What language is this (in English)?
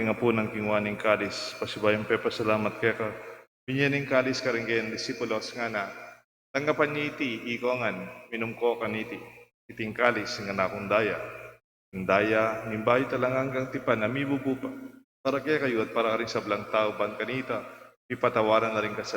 Pampanga